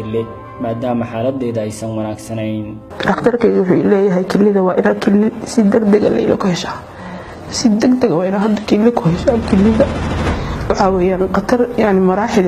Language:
Somali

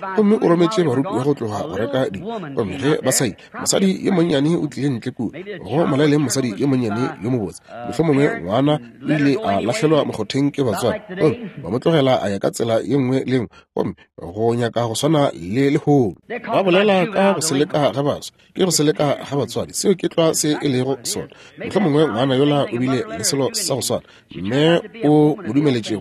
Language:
Northern Sotho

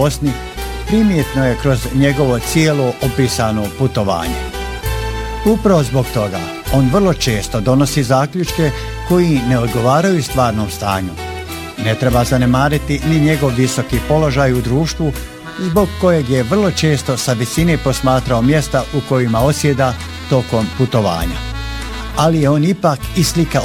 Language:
Bosnian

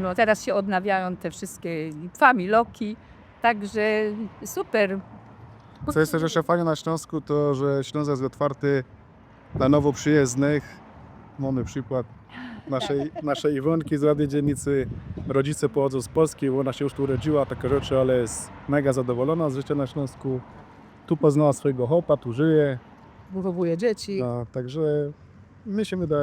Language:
Silesian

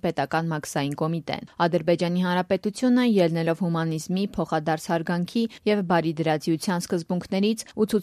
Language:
Armenian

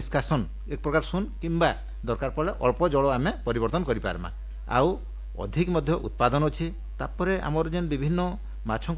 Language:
Odia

